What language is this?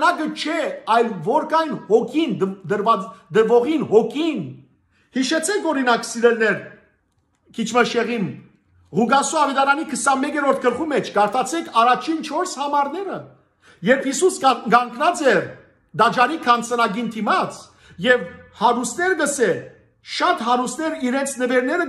Western Armenian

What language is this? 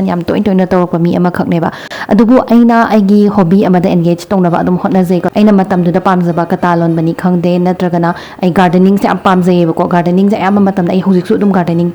Manipuri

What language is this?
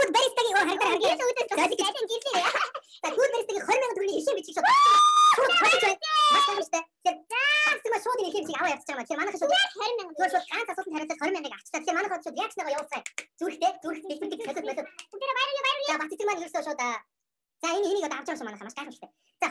Mongolian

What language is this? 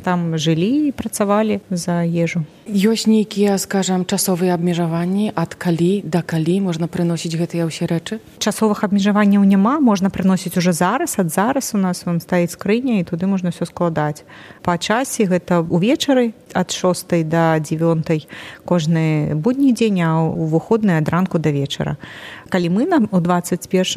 Belarusian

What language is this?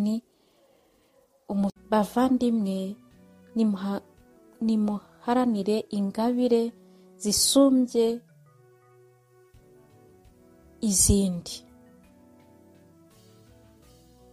Kinyarwanda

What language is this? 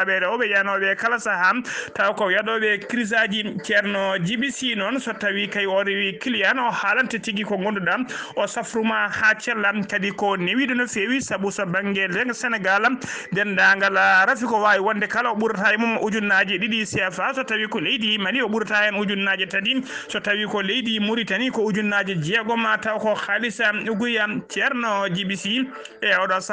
Fula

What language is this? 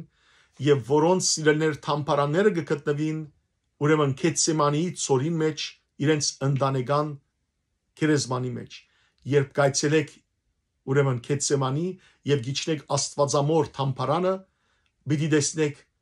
Western Armenian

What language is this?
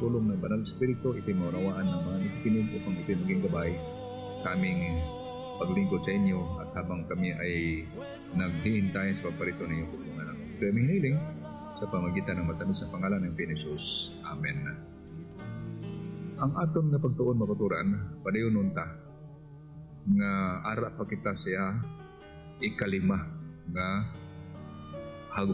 Filipino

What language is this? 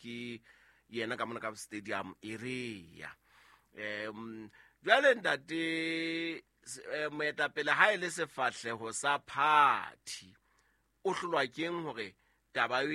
Southern Sotho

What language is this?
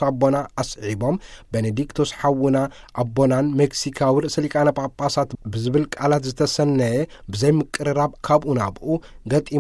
Tigrinya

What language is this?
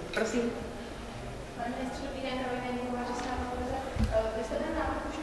Czech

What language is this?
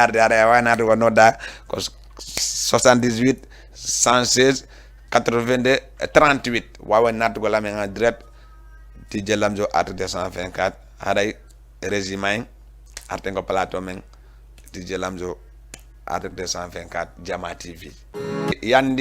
Fula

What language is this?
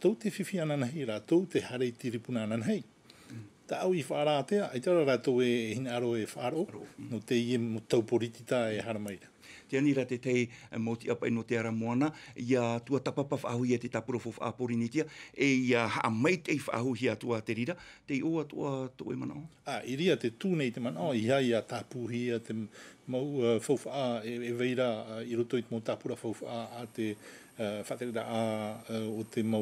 Tahitian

